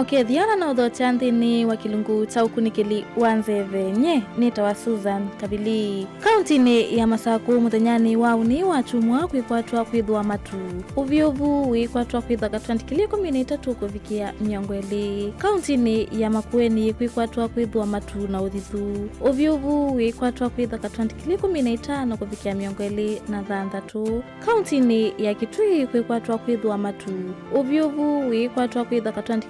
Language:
Kamba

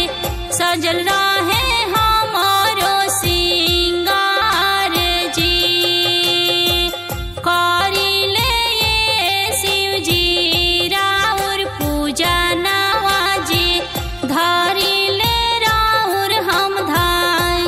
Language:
Bhojpuri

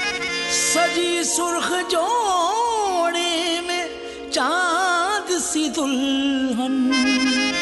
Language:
Hindi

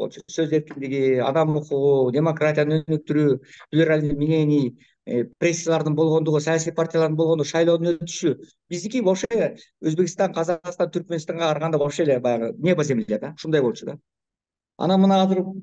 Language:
Kyrgyz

